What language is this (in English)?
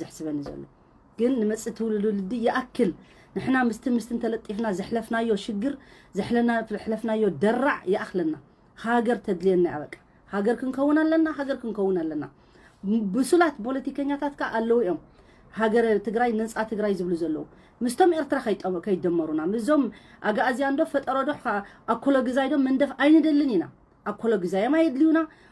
Tigrinya